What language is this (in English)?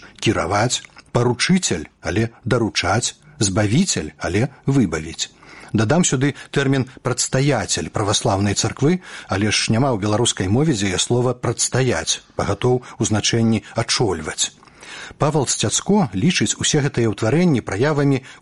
Belarusian